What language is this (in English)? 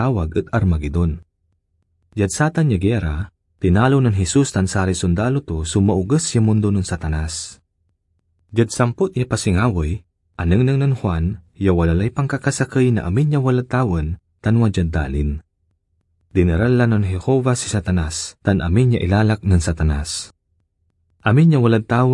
Pangasinan